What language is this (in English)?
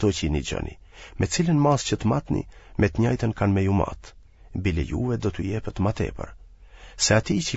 Albanian